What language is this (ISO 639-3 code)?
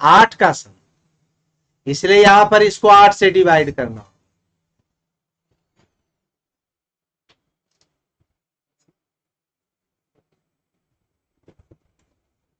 hin